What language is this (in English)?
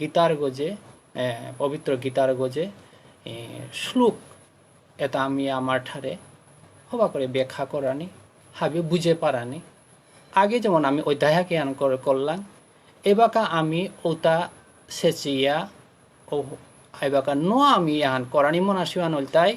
Bishnupriya